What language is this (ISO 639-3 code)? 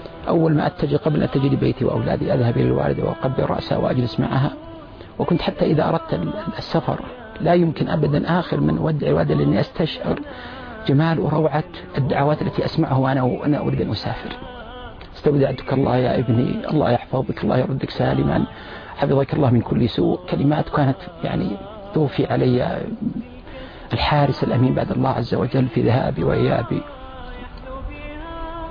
ara